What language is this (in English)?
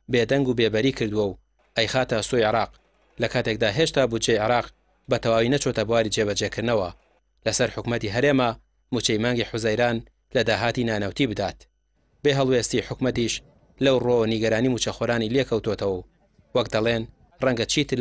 Central Kurdish